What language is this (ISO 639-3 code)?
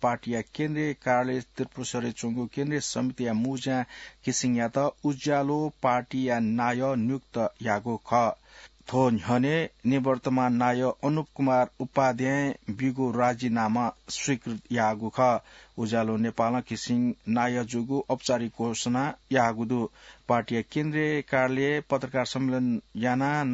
new